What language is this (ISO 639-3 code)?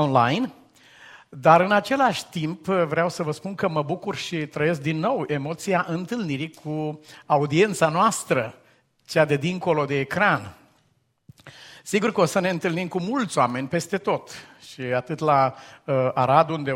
ron